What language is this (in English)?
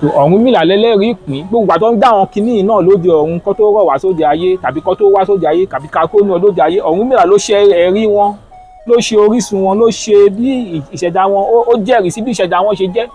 Yoruba